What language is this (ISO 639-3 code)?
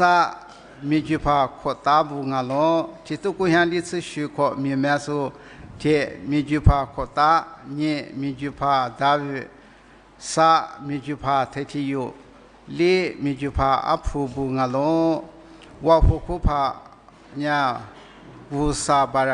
lis